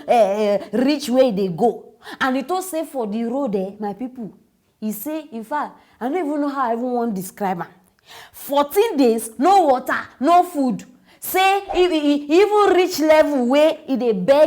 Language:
Nigerian Pidgin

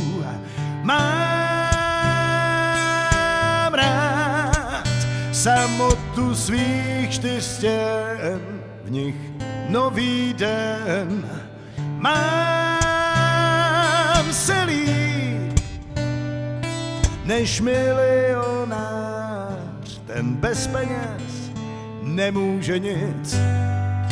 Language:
Czech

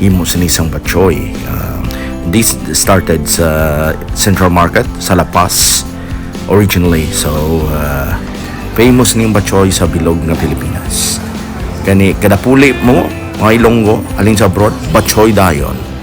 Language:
Hiligaynon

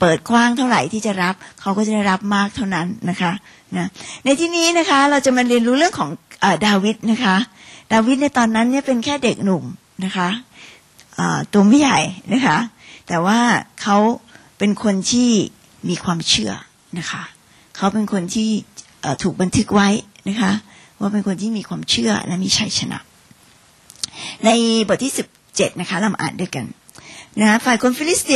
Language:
Thai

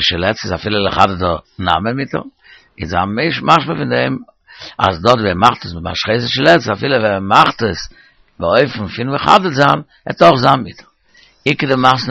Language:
Yiddish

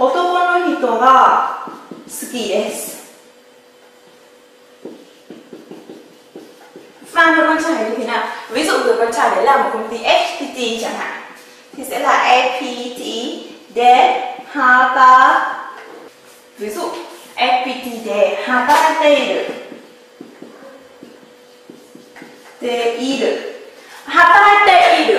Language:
Vietnamese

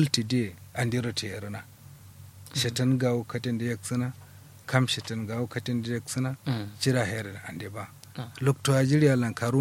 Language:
Kanuri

